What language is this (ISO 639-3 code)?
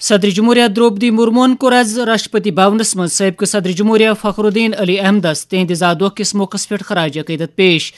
kas